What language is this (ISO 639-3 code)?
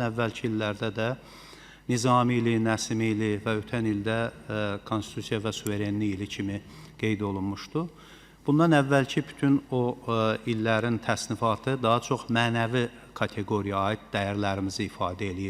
aze